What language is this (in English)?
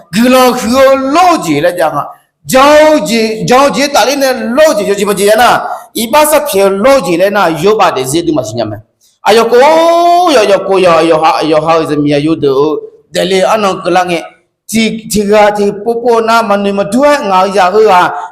Akha